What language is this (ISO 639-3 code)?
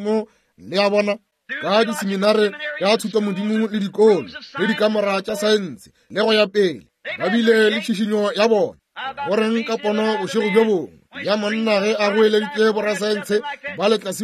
nso